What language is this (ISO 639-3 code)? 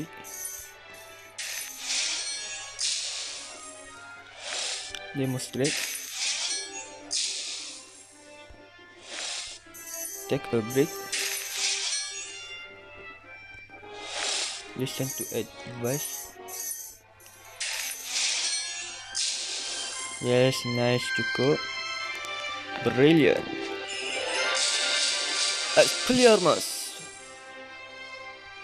msa